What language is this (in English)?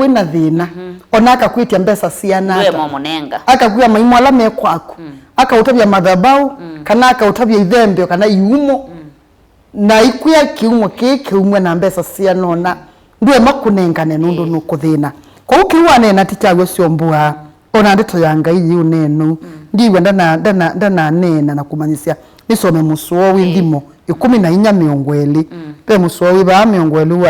Kamba